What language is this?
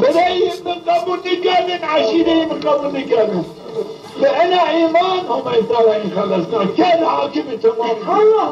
Zaza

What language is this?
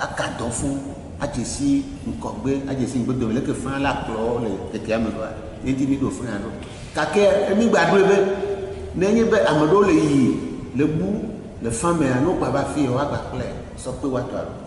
Ewe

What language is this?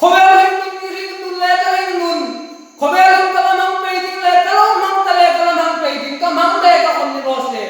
Hmar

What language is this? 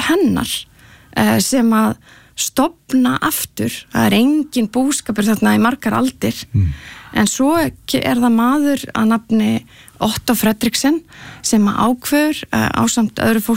Icelandic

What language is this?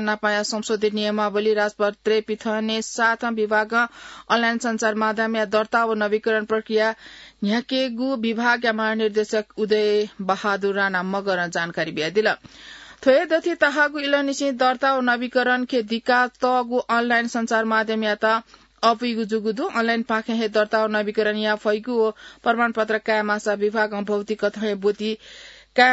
Newari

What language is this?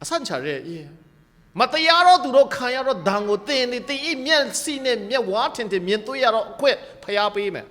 Kachin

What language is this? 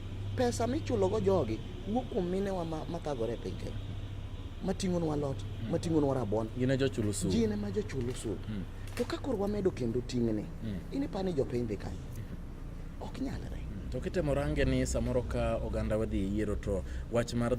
Luo (Kenya and Tanzania)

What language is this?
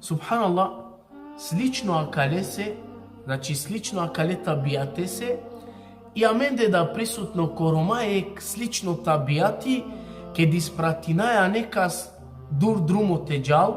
Balkan Romani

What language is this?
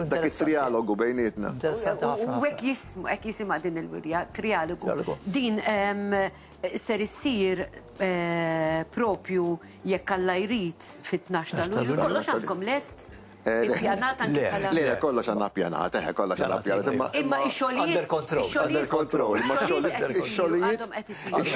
Maltese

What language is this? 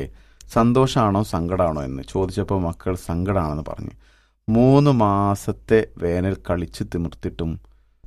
Malayalam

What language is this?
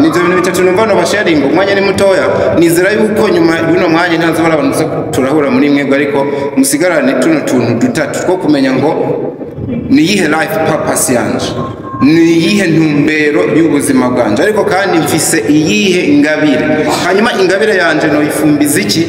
Rundi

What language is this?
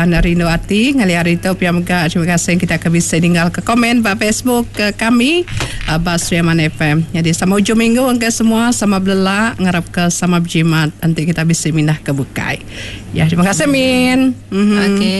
Iban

